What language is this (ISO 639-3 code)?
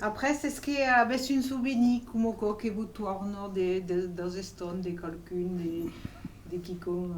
oci